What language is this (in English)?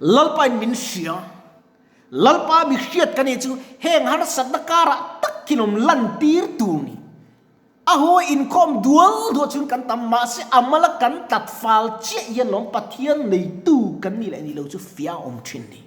Mizo